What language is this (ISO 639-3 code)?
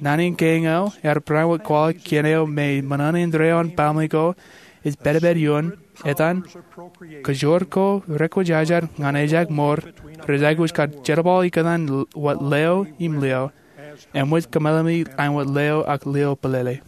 mah